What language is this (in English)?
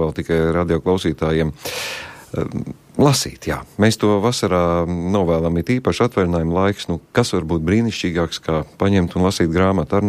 Latvian